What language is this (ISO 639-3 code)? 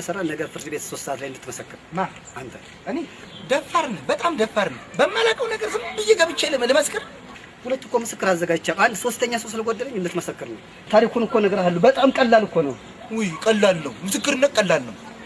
amh